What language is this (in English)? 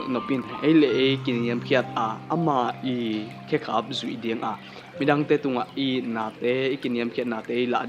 Tedim Chin